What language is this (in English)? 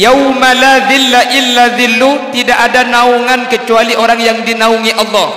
Madurese